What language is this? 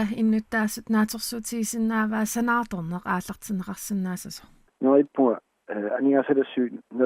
Kalaallisut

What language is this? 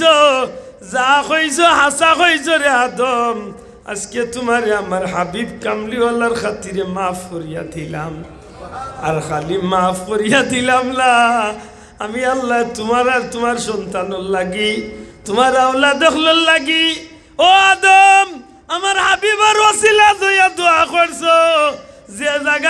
Sylheti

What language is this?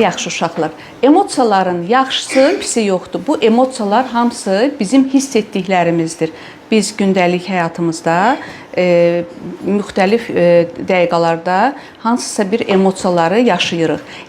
Azerbaijani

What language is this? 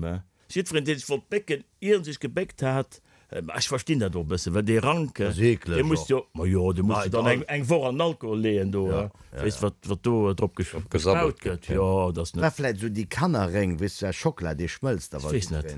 Luxembourgish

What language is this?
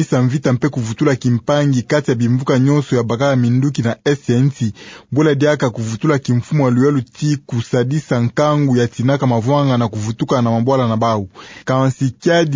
Kituba (Democratic Republic of Congo)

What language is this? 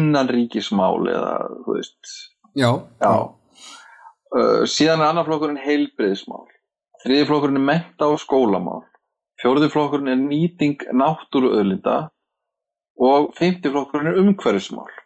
Icelandic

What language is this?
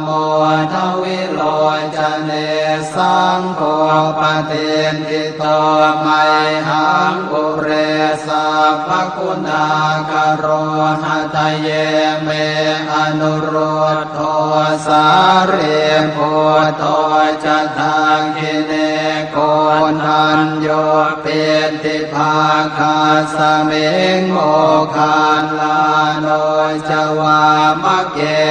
Pali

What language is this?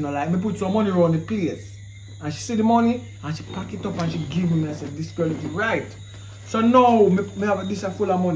Jamaican Creole English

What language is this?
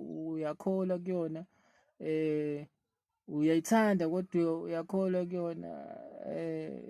Zulu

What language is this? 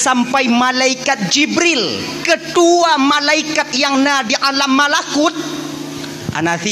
Achinese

